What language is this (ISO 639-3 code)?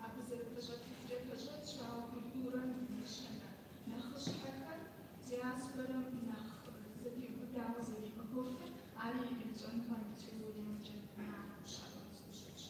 kbd